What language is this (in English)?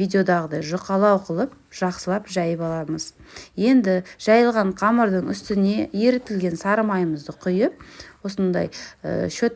Kazakh